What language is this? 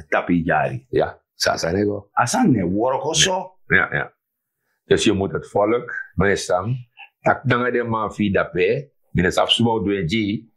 Sranan Tongo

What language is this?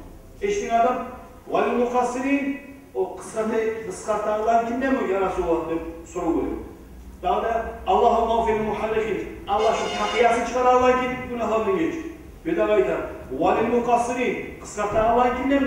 Kumyk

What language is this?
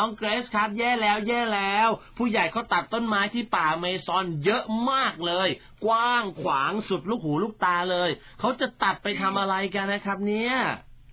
Thai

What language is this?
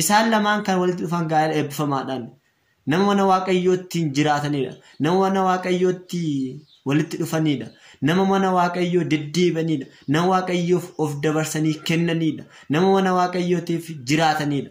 Oromo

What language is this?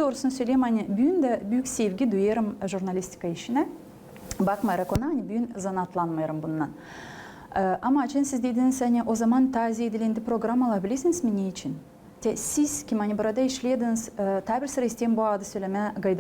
Gagauz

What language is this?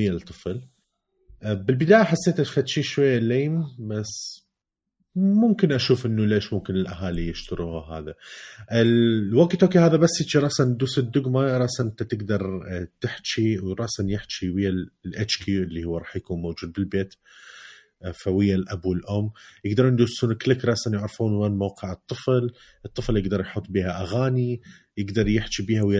Mesopotamian Arabic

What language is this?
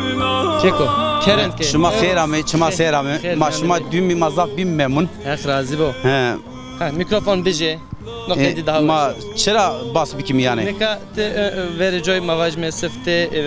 Zaza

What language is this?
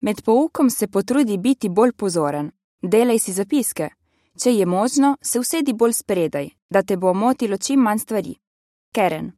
Slovenian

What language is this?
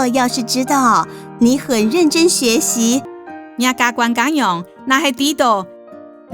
Hakka Chinese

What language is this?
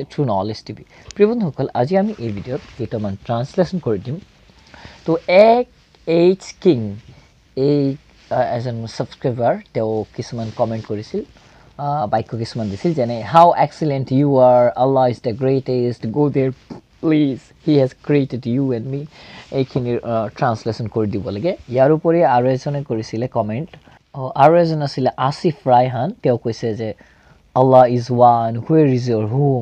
Assamese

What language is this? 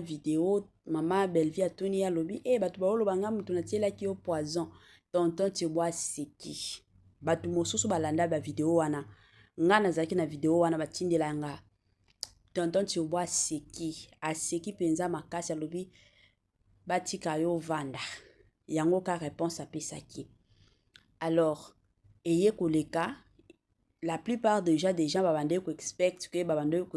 Lingala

